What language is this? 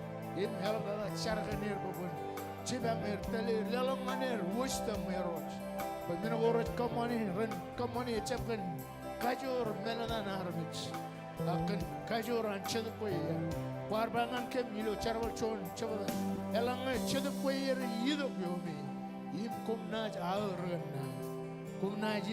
Marshallese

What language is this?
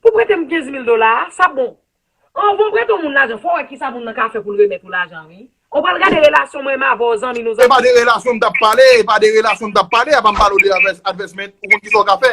Haitian Creole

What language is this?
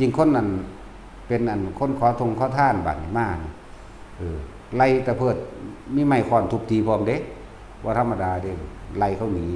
Northeastern Thai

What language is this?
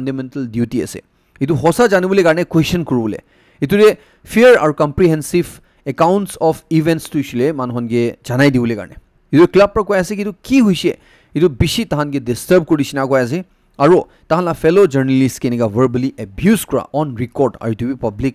Naga Pidgin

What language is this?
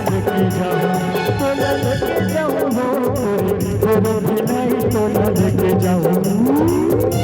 Chhattisgarhi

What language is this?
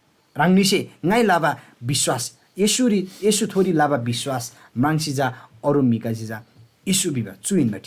Eastern Tamang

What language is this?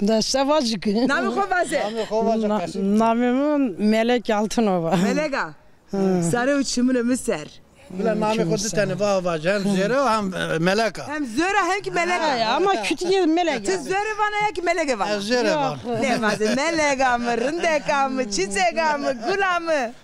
Zaza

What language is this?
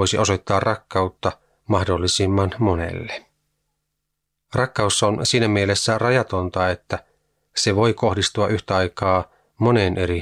Finnish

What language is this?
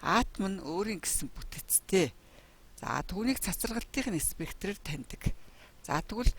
Mongolian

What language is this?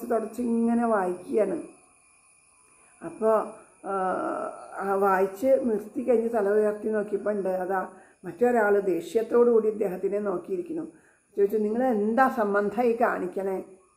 Malayalam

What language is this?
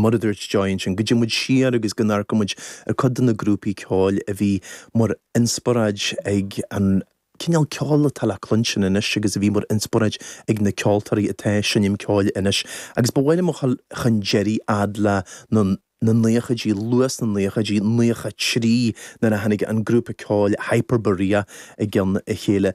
Irish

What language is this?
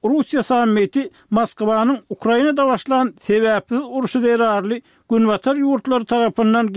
Turkmen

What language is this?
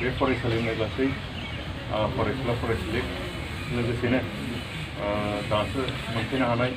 Bodo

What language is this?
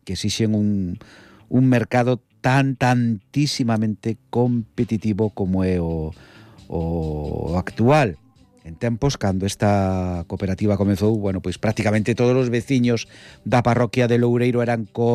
Galician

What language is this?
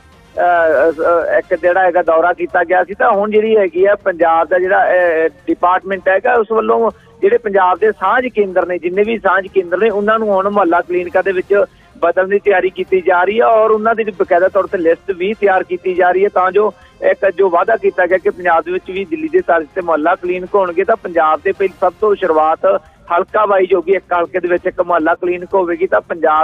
Punjabi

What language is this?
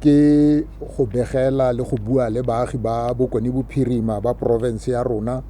Tswana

